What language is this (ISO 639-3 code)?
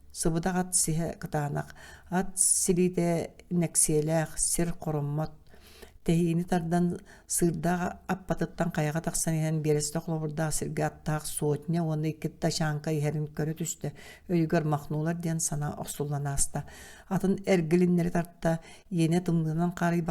sah